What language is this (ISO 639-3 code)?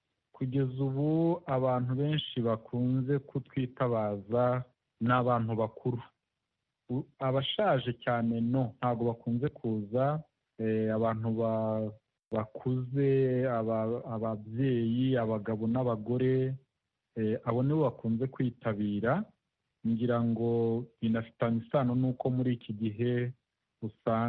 kin